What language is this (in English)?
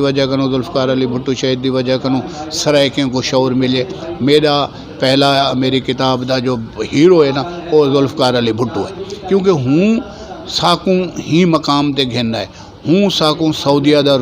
Saraiki